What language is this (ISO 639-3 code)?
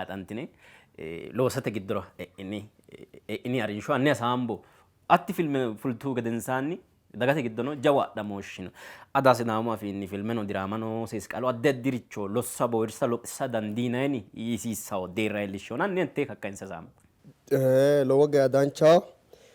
sid